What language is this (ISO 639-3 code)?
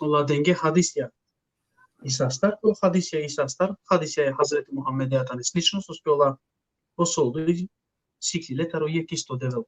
rmn